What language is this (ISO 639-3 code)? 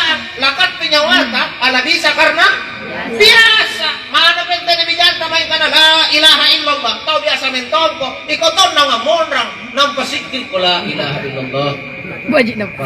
mak